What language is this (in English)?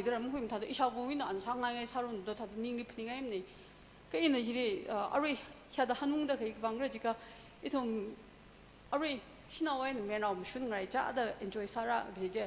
Tangkhul Naga (India)